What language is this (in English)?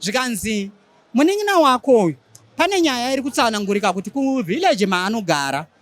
Shona